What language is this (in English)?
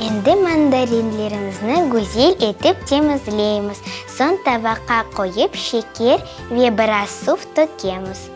Crimean Tatar